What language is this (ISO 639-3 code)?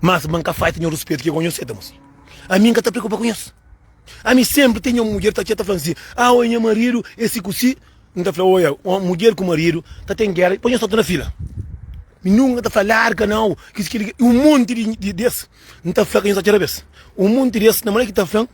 kea